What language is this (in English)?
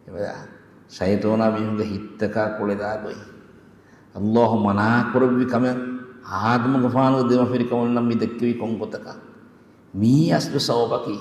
Divehi